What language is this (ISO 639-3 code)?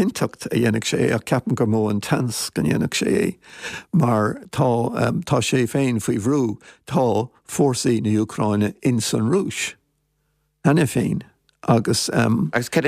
gle